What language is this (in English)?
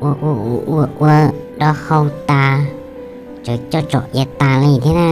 Hmong